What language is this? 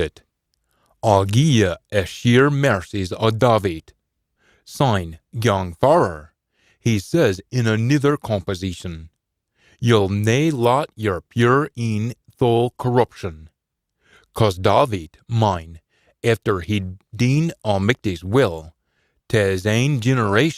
Scots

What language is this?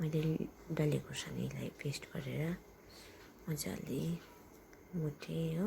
Nepali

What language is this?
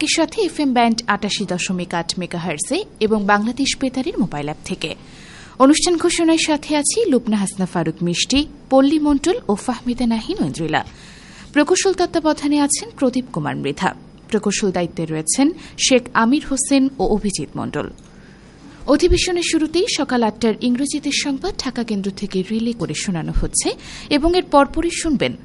Bangla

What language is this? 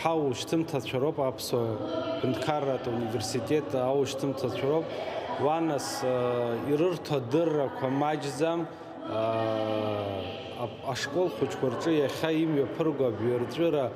Abkhazian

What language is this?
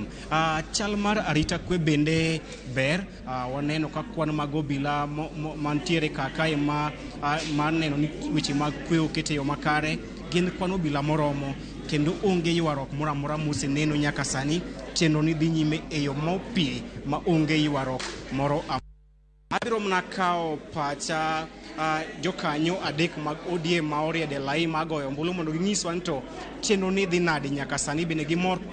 Luo (Kenya and Tanzania)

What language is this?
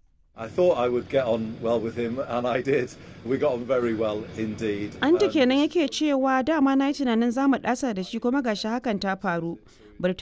Hausa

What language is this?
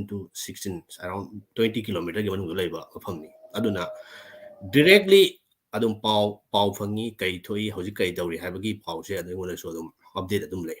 Manipuri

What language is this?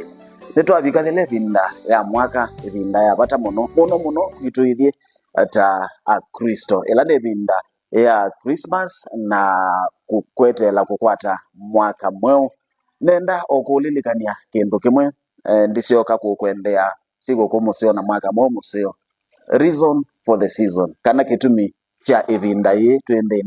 Kamba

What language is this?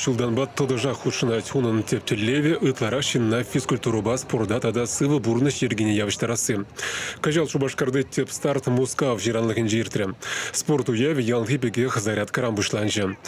Chuvash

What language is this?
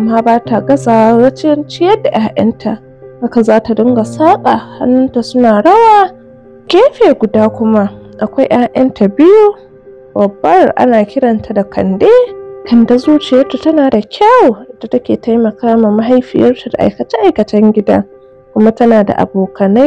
Hausa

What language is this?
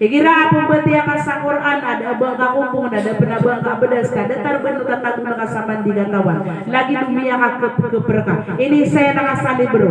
Maranao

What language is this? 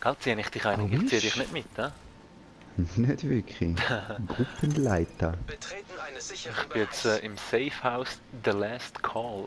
Swiss German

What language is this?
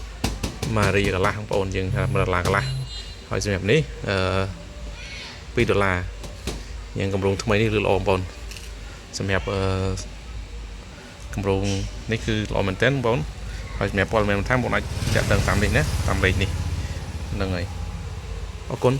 Khmer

